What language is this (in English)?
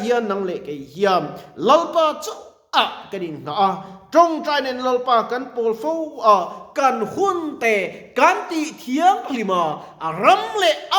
Mizo